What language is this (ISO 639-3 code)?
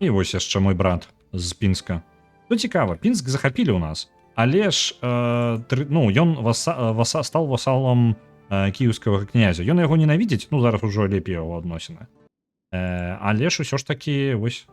bel